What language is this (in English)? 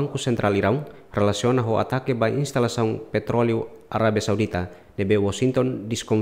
Tetum